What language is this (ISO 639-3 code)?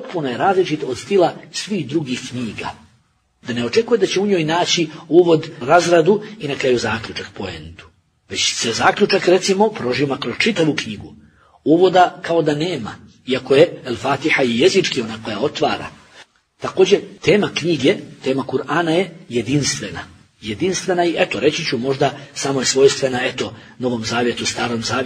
bos